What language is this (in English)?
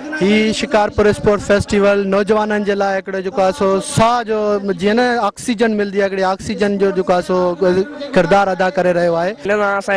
Sindhi